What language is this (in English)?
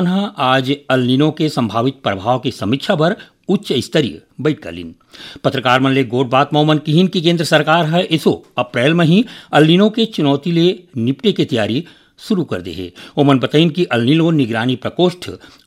Chhattisgarhi